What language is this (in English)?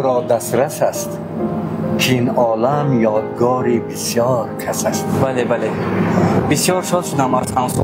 Tajik